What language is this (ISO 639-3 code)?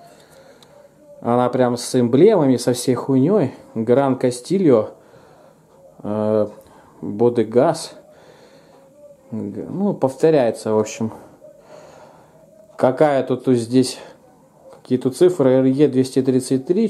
rus